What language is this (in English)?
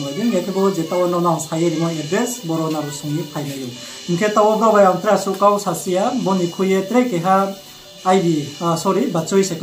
Riang (India)